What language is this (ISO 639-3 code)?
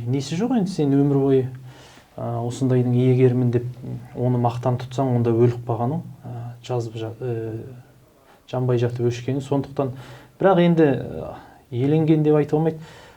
kaz